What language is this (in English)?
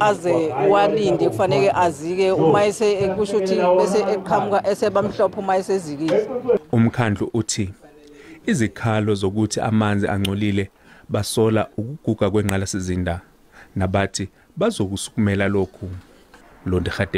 Zulu